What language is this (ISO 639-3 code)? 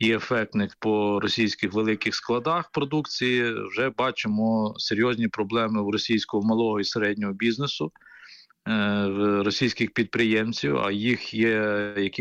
ukr